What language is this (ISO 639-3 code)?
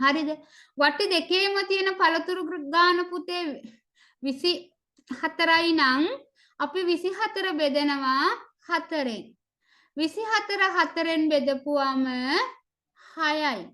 sin